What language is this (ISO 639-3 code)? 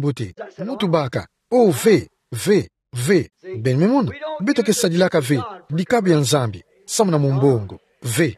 ktu